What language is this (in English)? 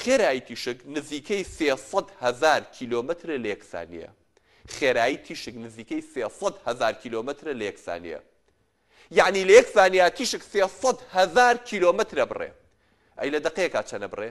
Central Kurdish